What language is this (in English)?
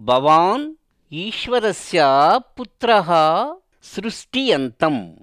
Sanskrit